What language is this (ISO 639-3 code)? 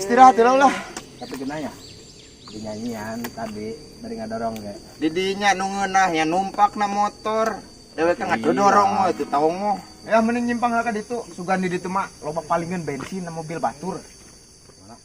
sun